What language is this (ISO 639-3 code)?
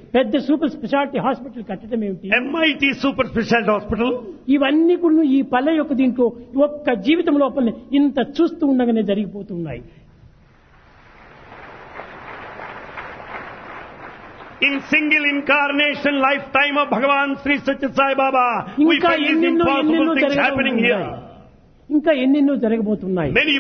tel